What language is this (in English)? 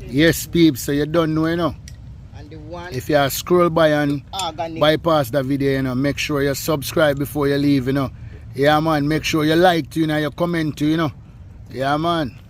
Jamaican Creole English